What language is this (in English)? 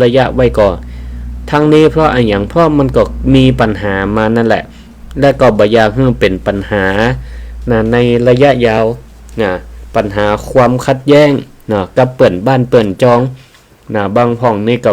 Northern Thai